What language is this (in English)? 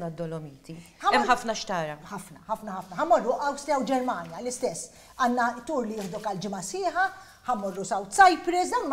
Maltese